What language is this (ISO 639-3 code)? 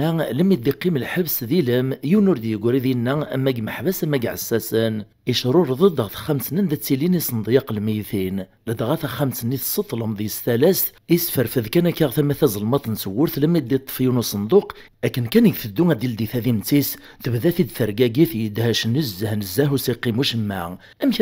kab